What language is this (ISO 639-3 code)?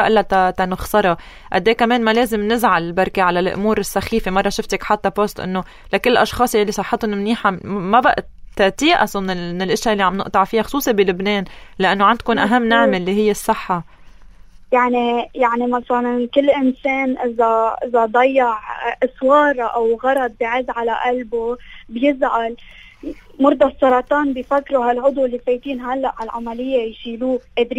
apc